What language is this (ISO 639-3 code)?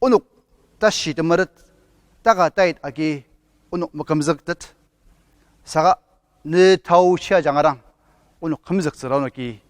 njo